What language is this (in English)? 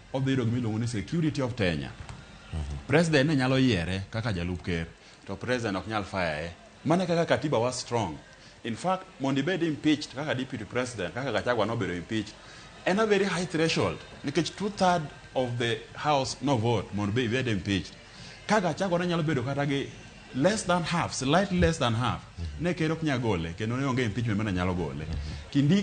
Luo (Kenya and Tanzania)